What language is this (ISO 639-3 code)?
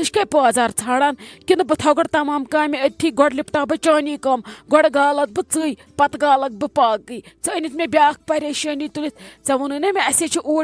kas